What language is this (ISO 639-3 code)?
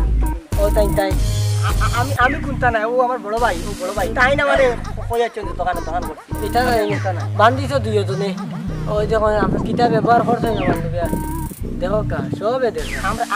syl